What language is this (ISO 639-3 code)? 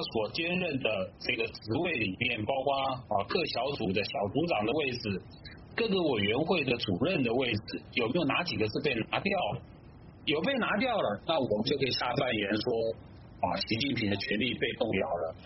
zho